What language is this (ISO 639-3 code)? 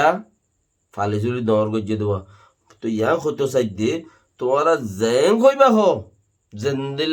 rhg